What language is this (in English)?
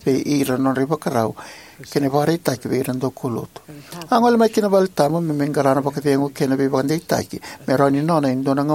Fijian